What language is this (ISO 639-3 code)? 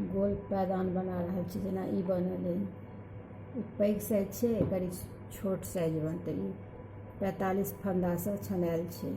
mai